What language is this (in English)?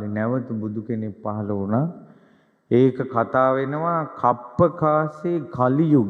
Sinhala